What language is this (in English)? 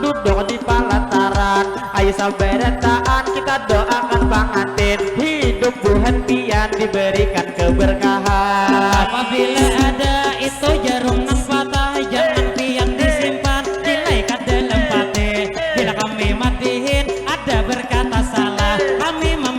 Banjar